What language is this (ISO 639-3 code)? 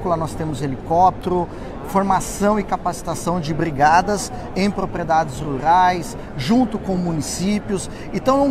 por